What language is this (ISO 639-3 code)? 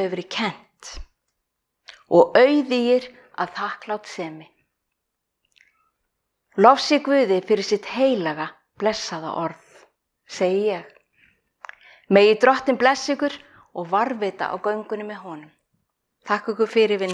isl